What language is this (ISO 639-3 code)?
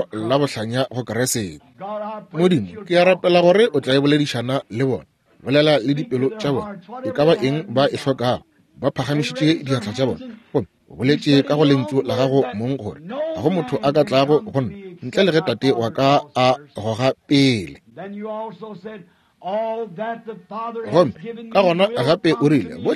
nso